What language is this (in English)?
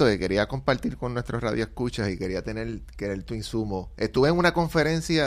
Spanish